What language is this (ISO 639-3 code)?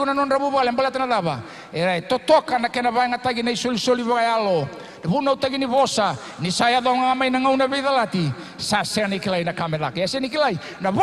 fij